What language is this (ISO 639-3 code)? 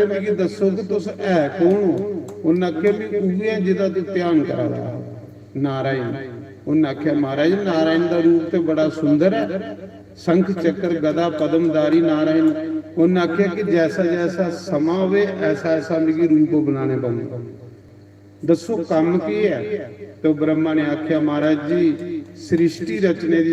doi